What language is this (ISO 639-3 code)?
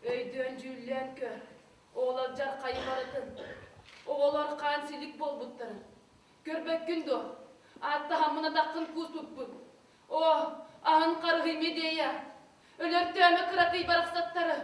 sah